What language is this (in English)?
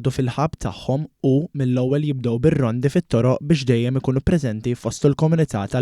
Maltese